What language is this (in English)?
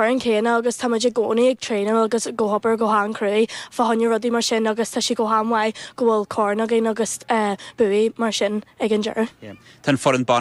Irish